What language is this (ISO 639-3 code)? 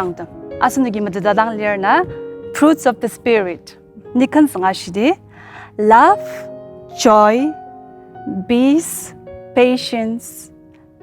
njo